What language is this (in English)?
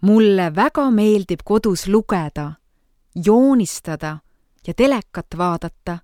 Estonian